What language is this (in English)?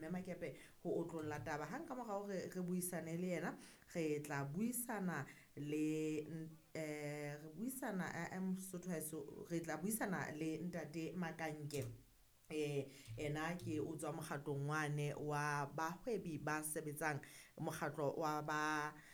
Southern Sotho